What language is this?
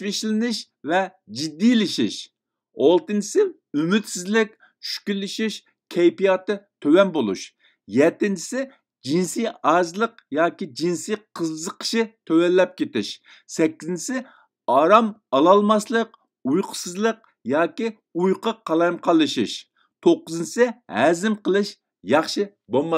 Uyghur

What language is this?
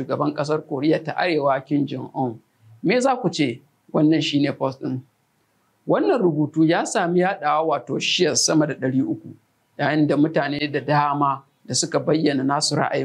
Hausa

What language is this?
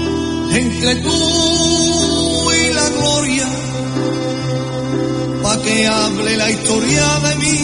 Spanish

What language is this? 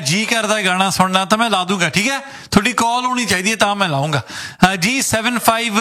Punjabi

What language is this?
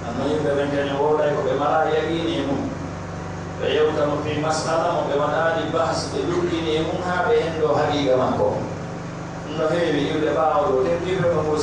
Pular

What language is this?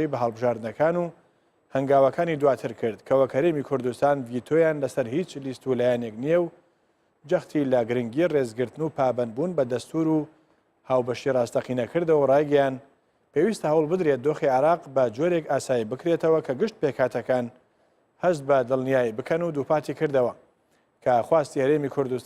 Central Kurdish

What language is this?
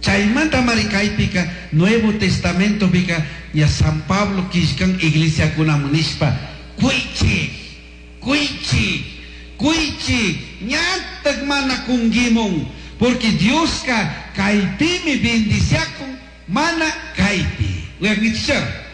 Chimborazo Highland Quichua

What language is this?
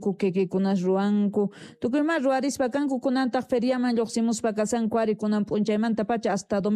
South Bolivian Quechua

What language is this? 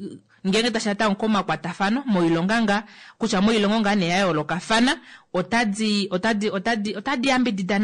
Kuanyama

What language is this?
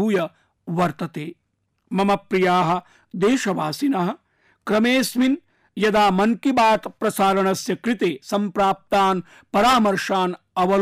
Sanskrit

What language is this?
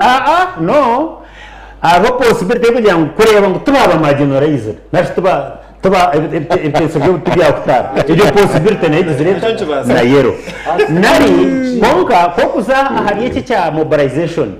Nyankole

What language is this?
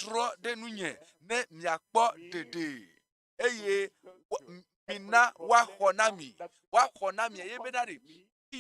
Ewe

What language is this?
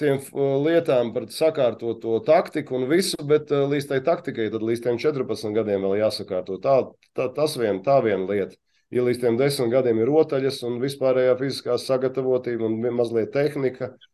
Latvian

